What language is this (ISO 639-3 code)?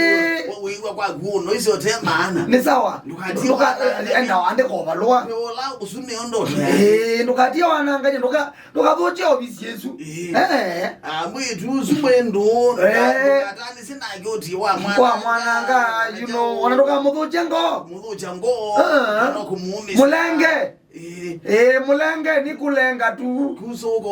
kam